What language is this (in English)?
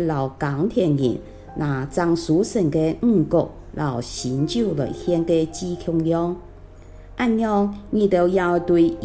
Hakka Chinese